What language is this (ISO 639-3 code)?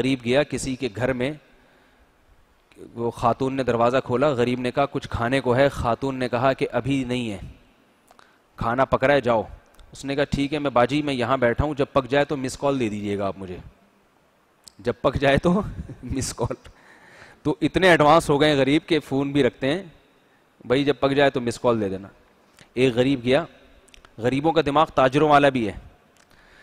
urd